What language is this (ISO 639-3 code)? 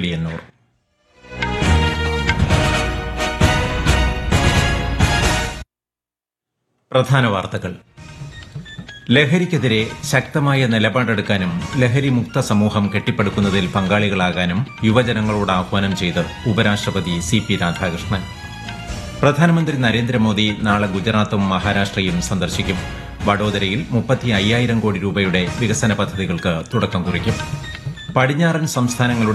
mal